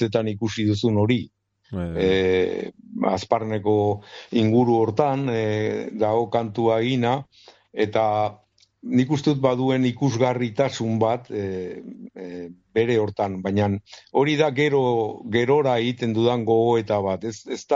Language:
Basque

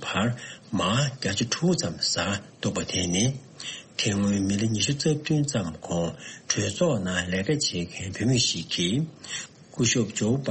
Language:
Tibetan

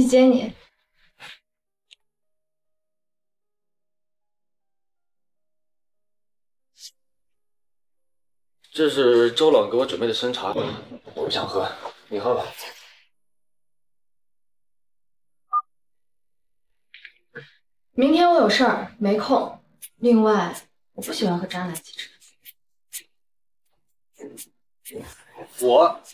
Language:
Chinese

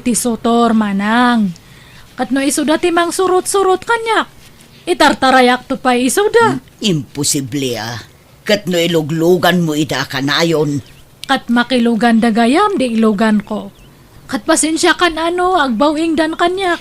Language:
Iloko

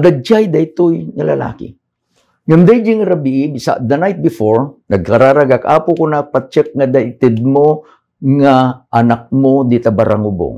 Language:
Iloko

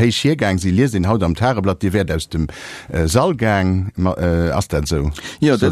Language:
Luxembourgish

